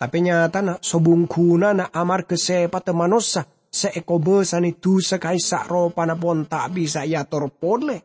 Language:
Madurese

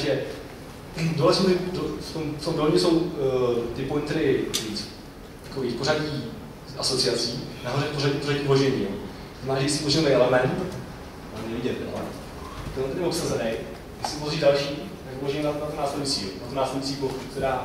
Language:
Czech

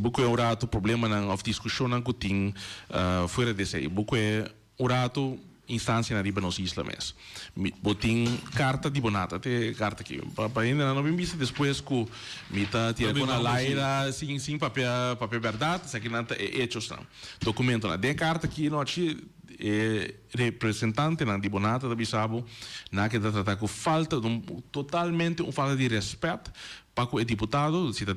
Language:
Papiamento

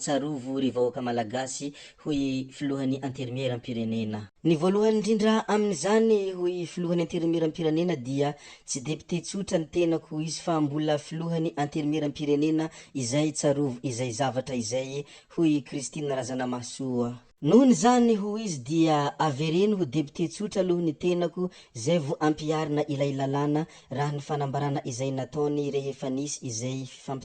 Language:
Malagasy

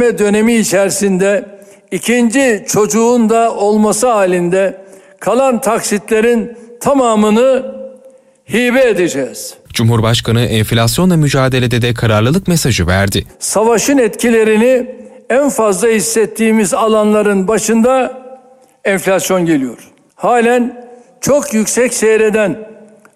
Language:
Turkish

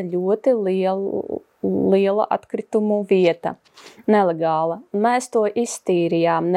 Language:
Latvian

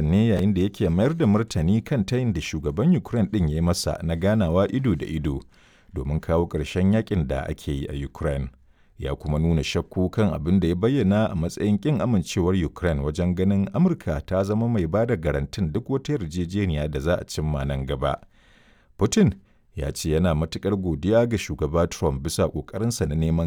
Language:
Hausa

